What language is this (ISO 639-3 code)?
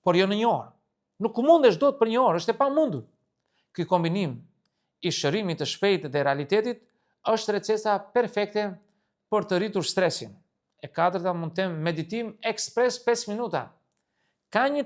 sqi